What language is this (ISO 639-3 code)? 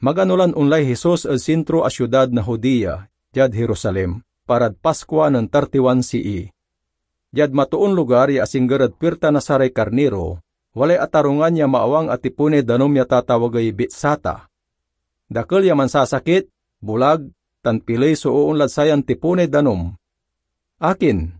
pag